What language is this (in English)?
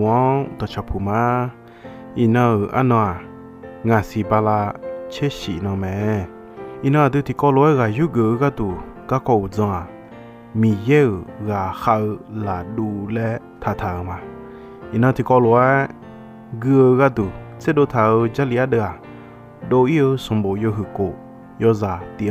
Akha